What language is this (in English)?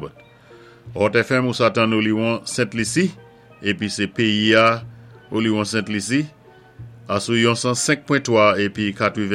Saint Lucian Creole French